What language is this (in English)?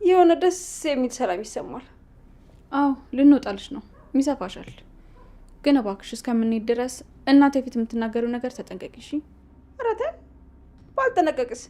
Amharic